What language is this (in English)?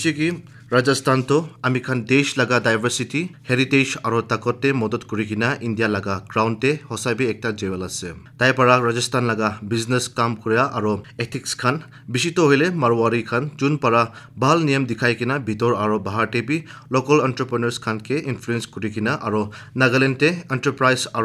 Assamese